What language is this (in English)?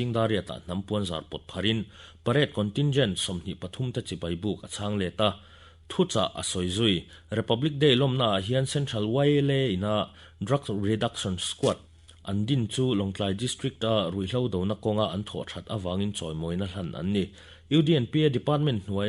Mizo